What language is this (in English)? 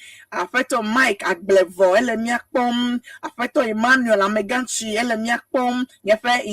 Ewe